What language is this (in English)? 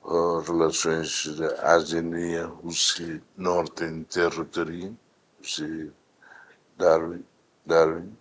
Tetum